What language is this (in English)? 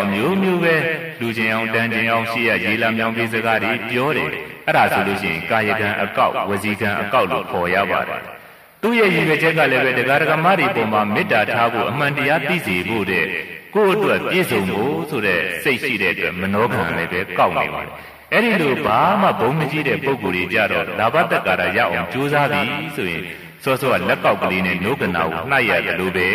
Burmese